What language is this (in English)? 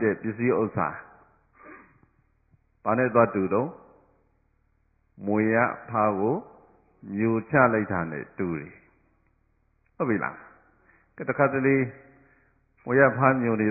Burmese